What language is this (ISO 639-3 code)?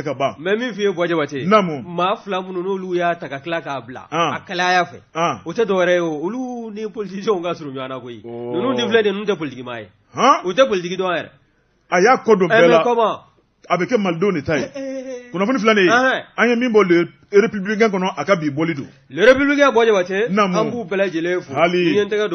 bam